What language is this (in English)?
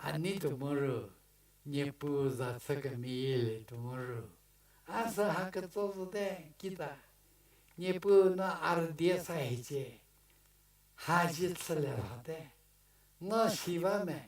Angami Naga